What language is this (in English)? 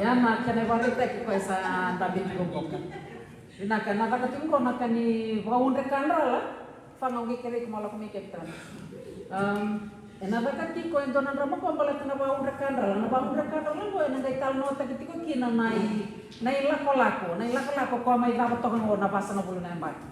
Fijian